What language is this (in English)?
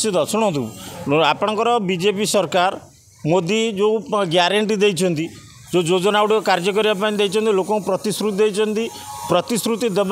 Odia